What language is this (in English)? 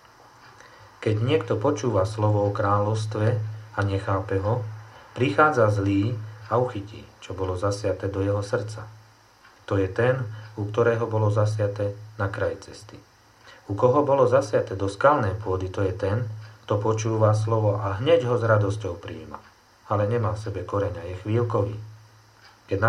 Slovak